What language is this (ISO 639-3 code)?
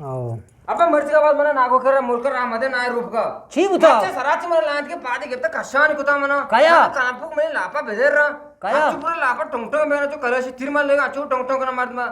bgp